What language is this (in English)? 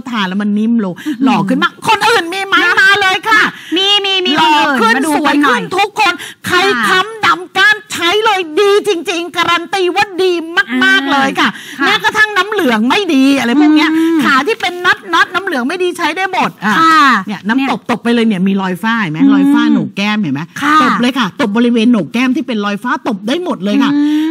Thai